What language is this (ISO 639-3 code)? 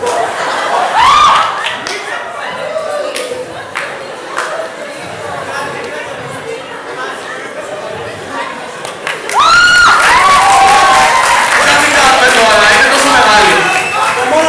ell